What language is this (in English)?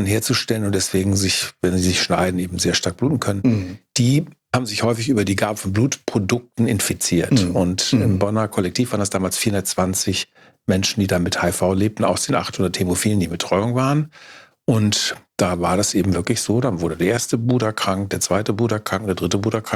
German